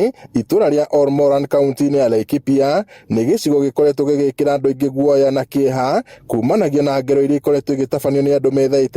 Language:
Kikuyu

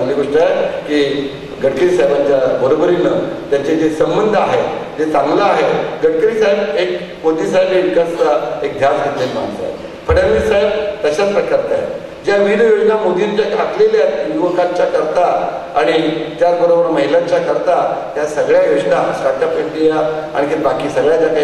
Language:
Marathi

